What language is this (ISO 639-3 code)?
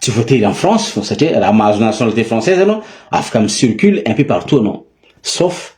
mlg